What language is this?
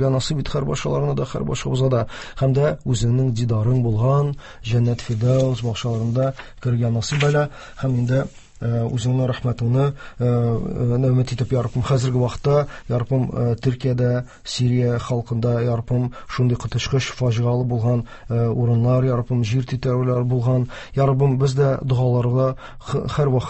Tatar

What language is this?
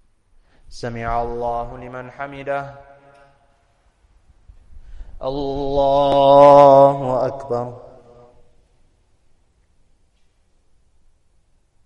Arabic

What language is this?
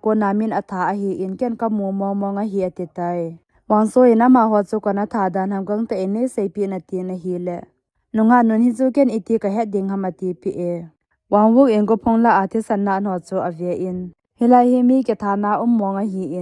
Thado Chin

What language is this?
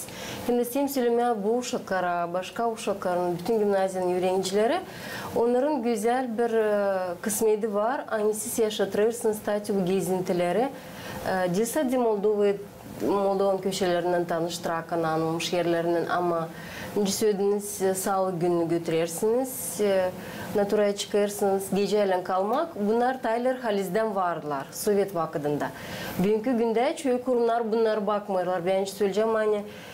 Gagauz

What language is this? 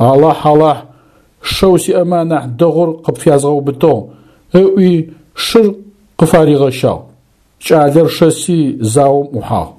Adyghe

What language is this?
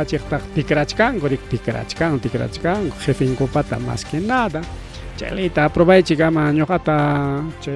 Ayacucho Quechua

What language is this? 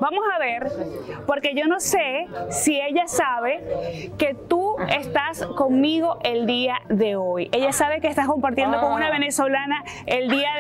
Spanish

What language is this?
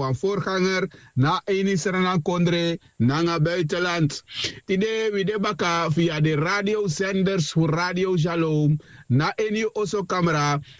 Sranan Tongo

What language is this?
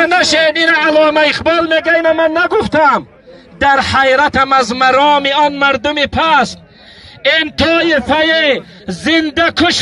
Tajik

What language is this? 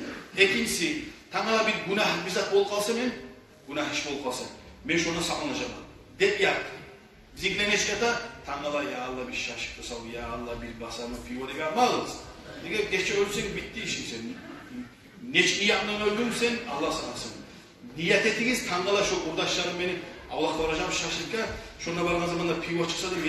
Kumyk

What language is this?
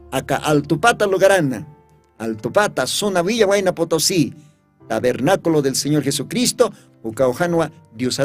Aymara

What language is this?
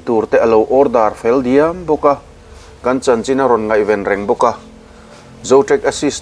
Mizo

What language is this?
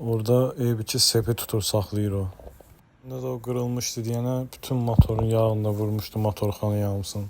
Azerbaijani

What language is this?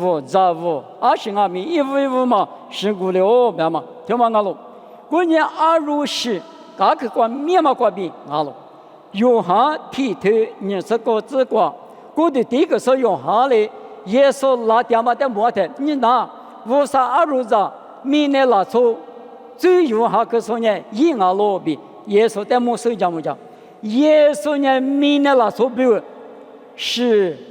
Lisu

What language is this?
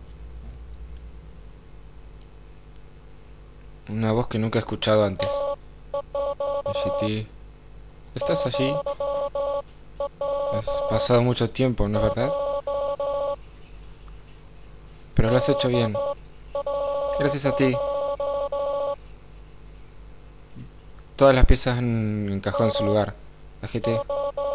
Spanish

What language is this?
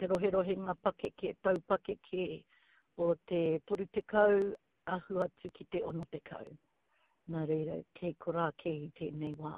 Māori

